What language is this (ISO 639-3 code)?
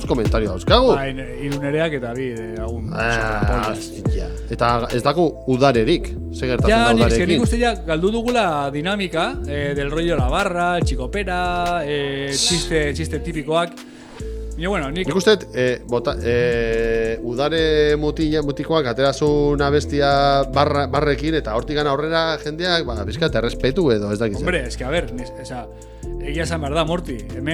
eus